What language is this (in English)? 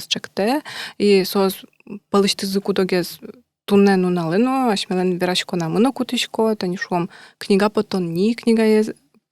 Udmurt